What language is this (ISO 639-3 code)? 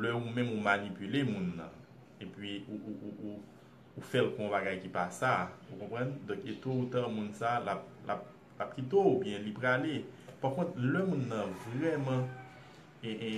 hat